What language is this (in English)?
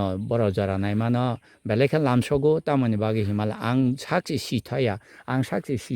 Kok Borok